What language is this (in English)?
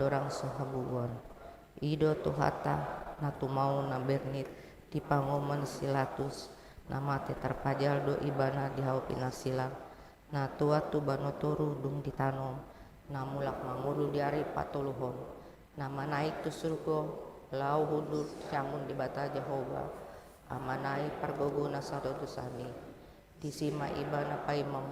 Batak Toba